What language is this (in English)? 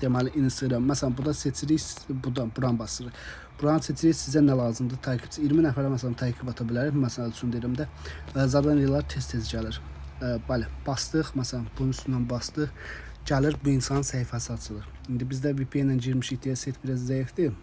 Azerbaijani